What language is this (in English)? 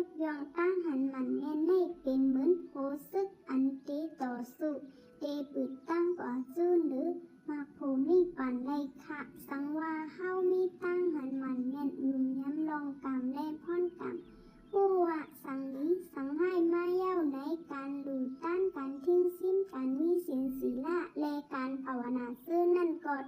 Shan